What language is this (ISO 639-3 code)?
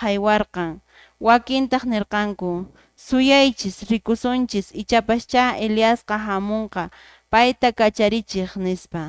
que